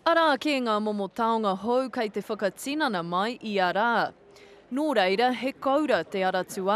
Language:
Māori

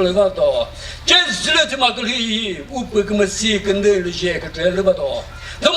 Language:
Chokri Naga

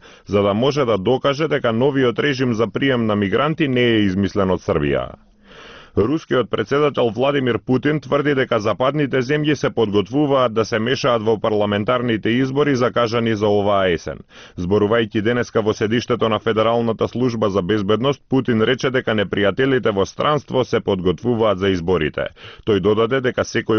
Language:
Macedonian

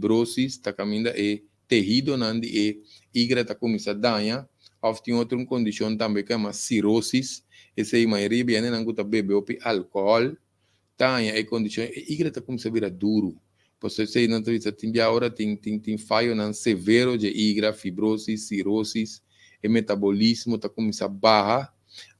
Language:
Papiamento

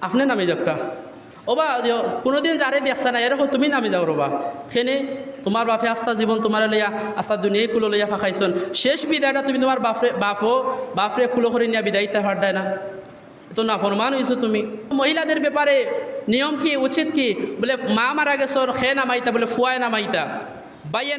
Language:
Sylheti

